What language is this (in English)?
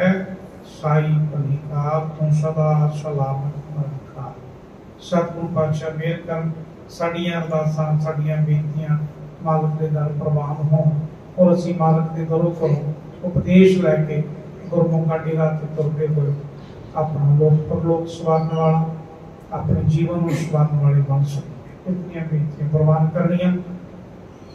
Punjabi